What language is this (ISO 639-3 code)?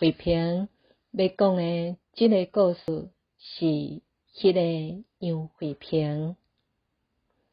nan